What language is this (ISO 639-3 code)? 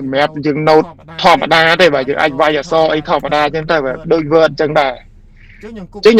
khm